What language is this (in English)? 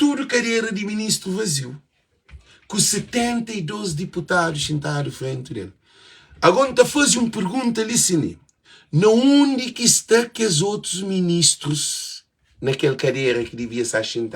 Kabuverdianu